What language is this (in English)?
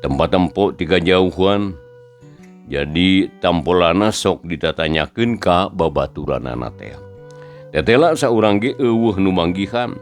Sundanese